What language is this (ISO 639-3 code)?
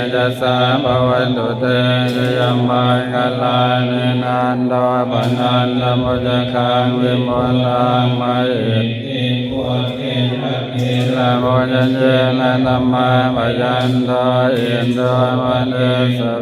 pli